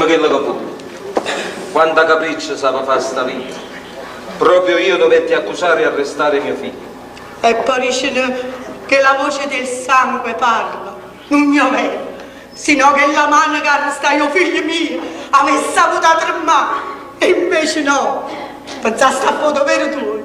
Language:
Neapolitan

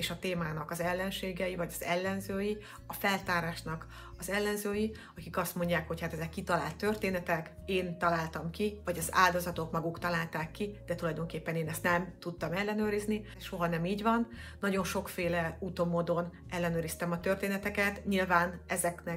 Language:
Hungarian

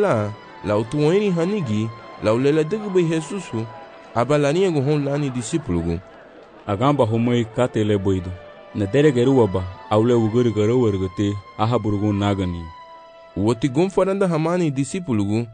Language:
Garifuna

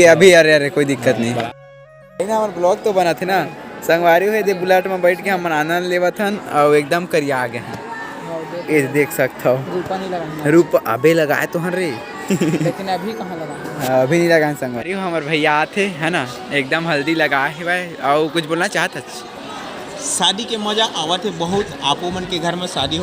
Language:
Chhattisgarhi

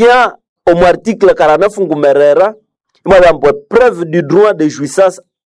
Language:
Nande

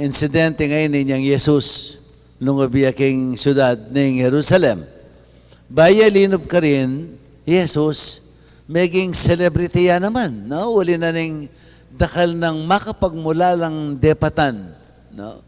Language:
Pampanga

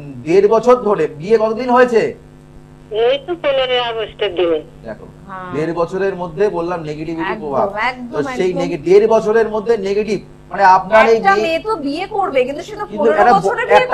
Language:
Bangla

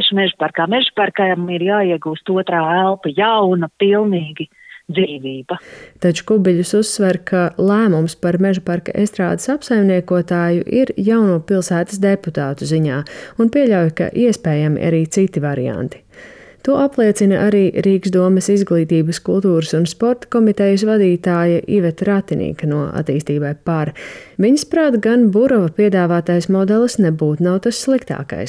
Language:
Latvian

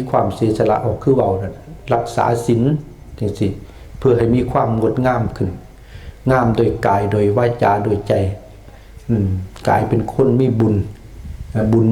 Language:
Lao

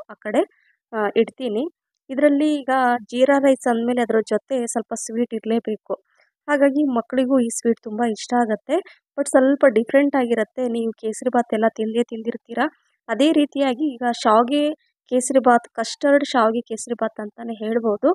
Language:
Kannada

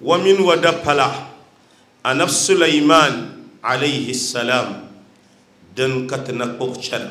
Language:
Dagbani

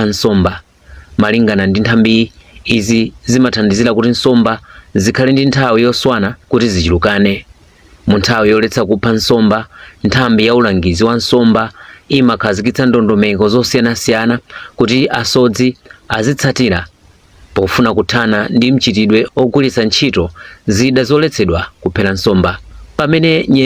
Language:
Nyanja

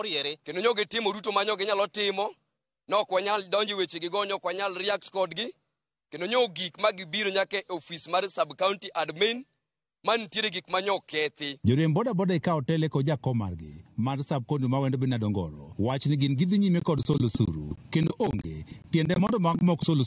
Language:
Luo (Kenya and Tanzania)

